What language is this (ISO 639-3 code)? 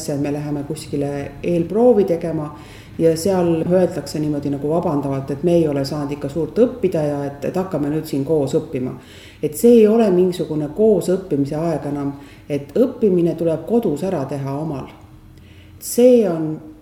est